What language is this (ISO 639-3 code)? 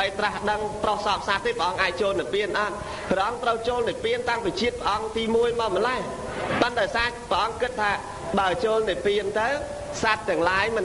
khm